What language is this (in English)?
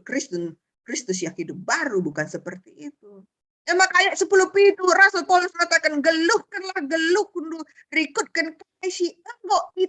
Batak Karo